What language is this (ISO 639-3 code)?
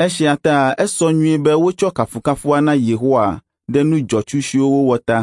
ewe